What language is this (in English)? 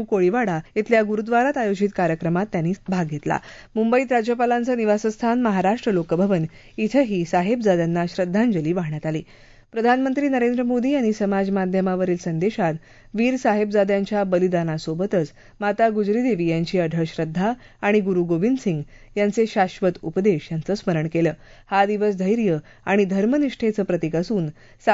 Marathi